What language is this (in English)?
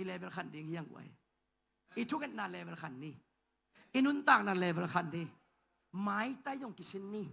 Tedim Chin